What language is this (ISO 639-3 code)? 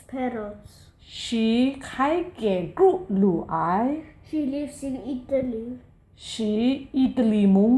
kac